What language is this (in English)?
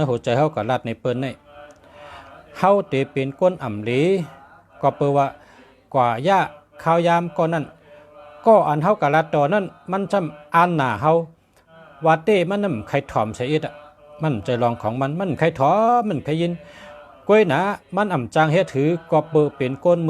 Shan